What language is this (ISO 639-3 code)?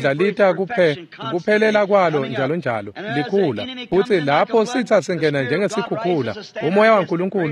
ssw